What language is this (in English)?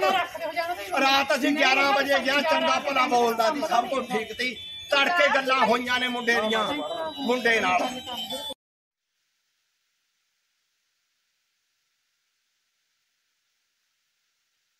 Punjabi